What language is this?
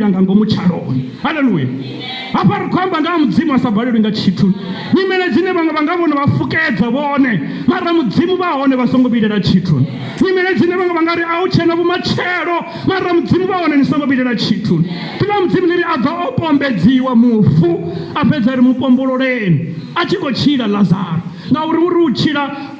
Venda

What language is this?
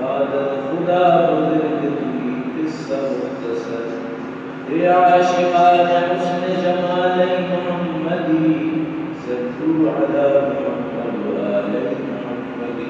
Eastern Balochi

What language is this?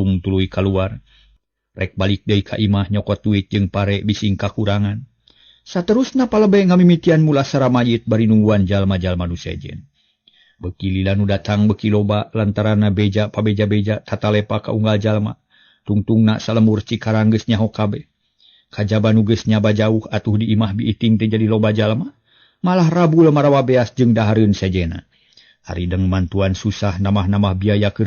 Sundanese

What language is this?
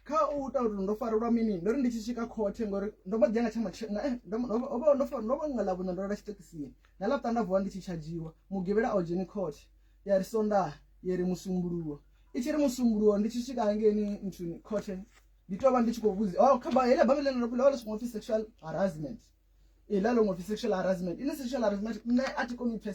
Venda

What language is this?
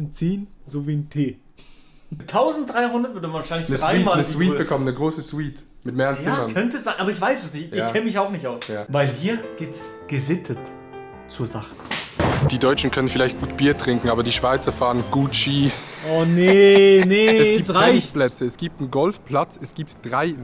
Swiss German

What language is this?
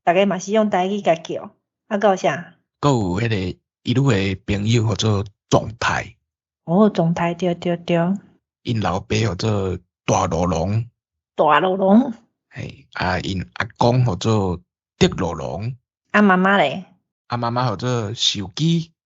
Min Nan Chinese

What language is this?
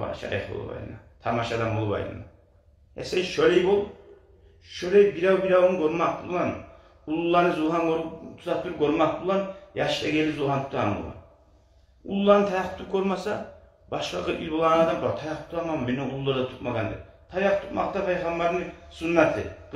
Kumyk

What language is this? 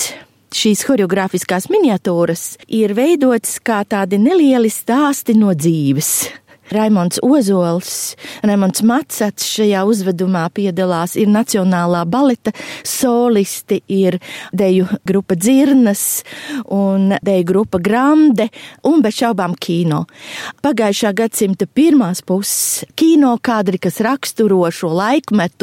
Latvian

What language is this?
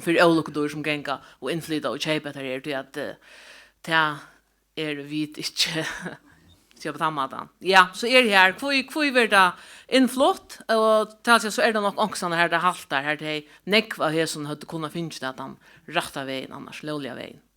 Faroese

